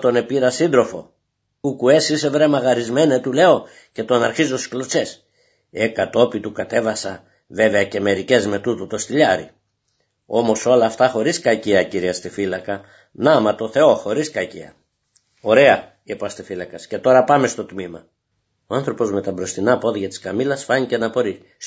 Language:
Greek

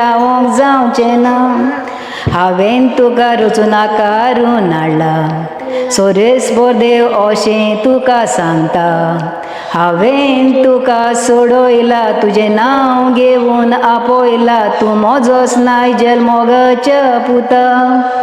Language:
Konkani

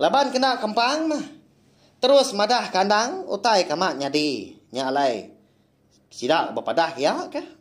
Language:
Iban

